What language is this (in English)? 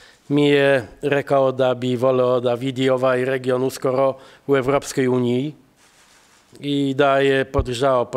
Serbian